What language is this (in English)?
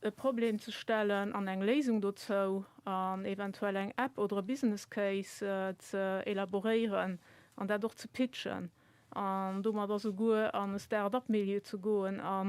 Luxembourgish